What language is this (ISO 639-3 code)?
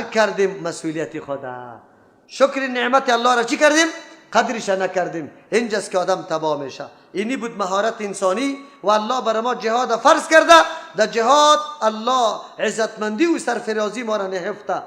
fas